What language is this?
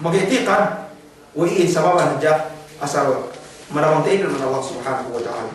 Yakan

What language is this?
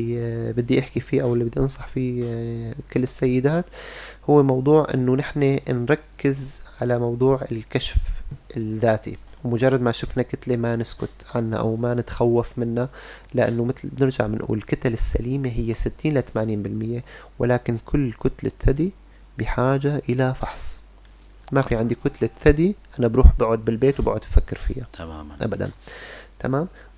North Levantine Arabic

